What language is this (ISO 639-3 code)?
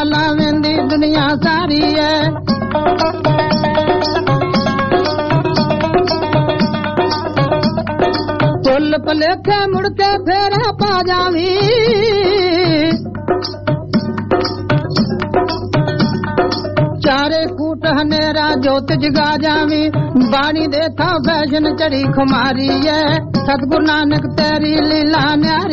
pan